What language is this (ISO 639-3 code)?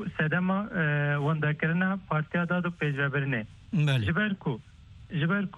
kur